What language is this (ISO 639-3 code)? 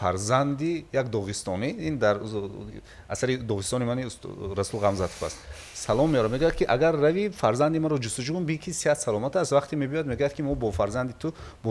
tgk